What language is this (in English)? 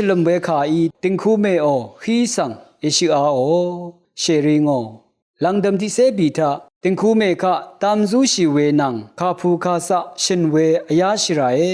Rawang